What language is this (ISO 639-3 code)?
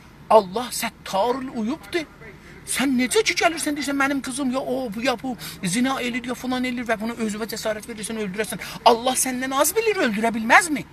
azb